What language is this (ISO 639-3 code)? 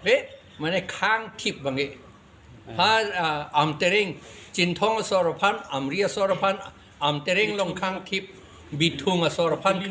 mjw